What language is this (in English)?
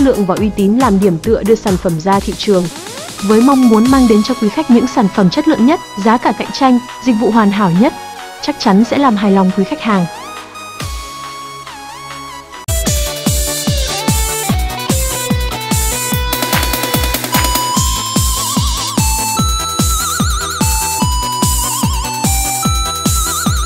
Vietnamese